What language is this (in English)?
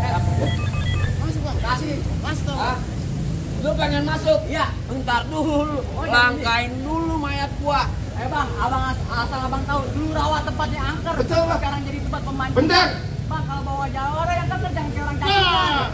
Betawi